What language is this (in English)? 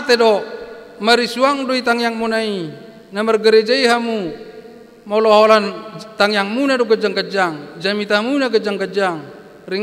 Batak Toba